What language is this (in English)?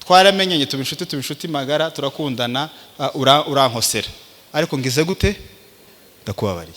Kinyarwanda